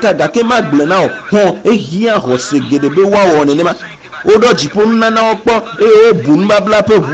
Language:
Ewe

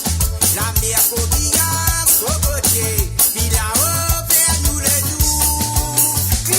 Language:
Morisyen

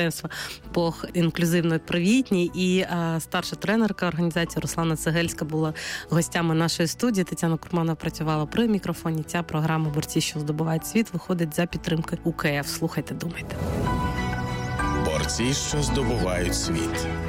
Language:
Ukrainian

